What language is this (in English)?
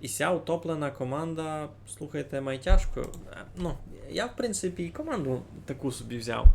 Rusyn